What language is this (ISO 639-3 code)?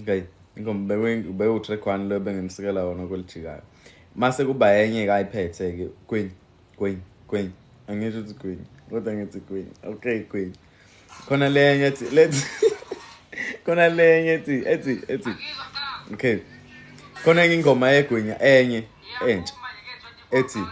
zul